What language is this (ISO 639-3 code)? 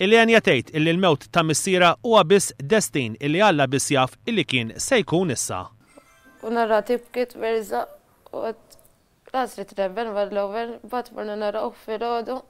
mlt